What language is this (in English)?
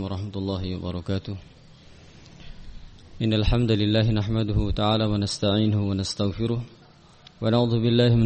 Indonesian